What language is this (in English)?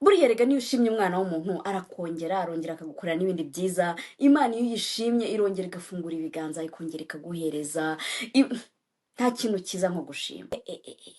Kinyarwanda